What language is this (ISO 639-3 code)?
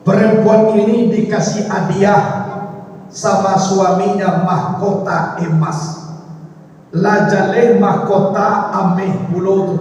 min